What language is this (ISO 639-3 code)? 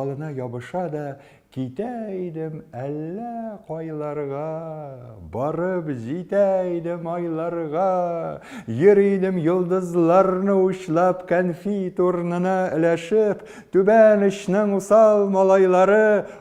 tat